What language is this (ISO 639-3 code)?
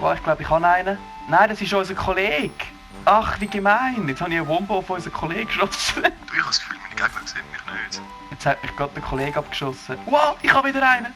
gsw